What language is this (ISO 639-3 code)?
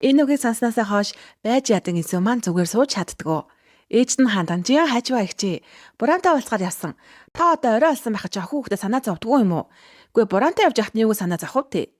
mon